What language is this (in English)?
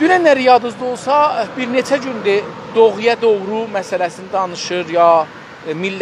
South Azerbaijani